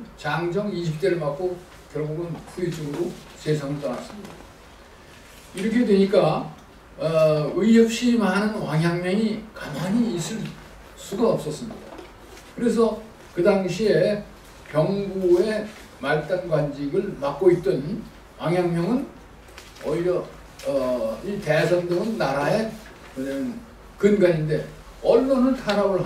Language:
Korean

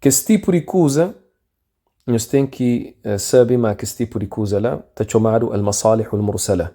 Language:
Kabuverdianu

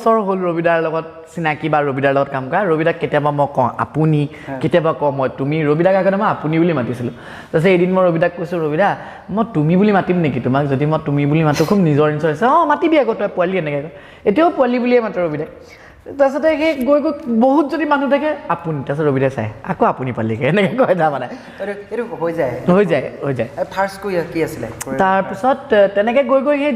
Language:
Assamese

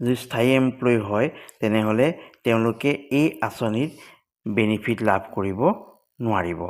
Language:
Assamese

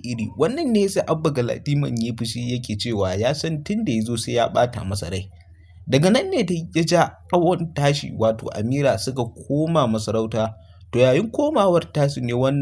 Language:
Hausa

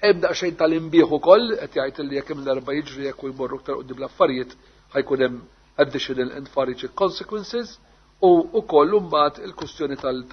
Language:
Maltese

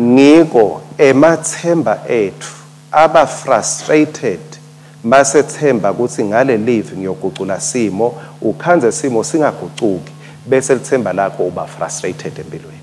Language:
Swati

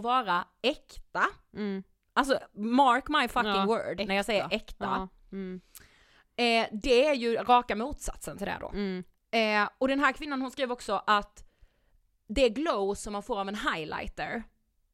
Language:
Swedish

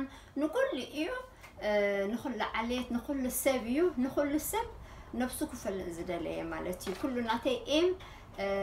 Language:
Tigrinya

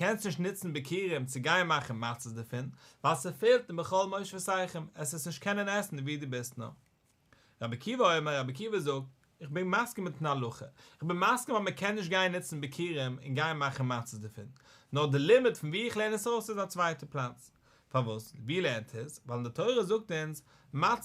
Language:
Yiddish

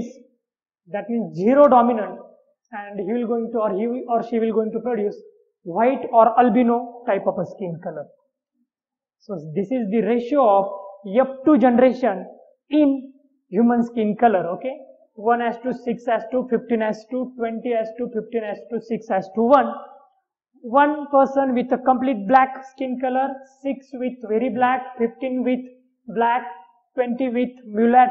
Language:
English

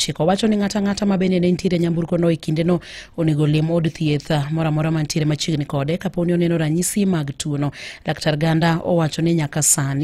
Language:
Luo (Kenya and Tanzania)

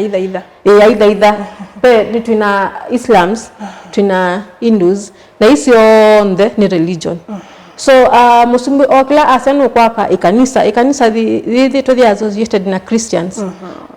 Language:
Kamba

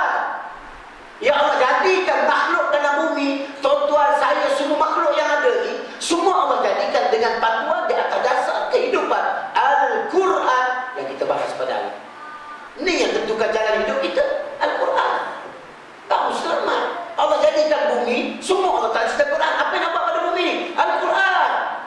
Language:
Malay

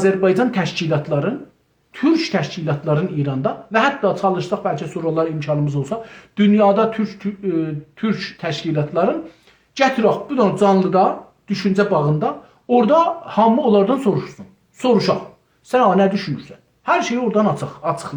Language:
South Azerbaijani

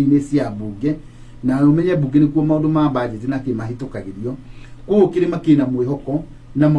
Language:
Kikuyu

